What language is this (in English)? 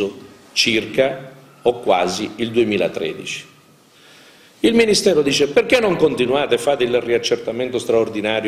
Italian